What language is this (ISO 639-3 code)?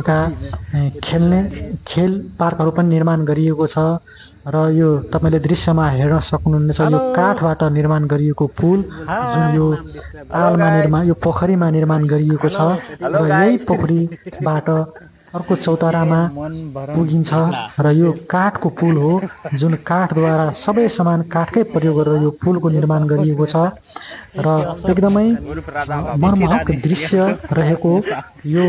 nep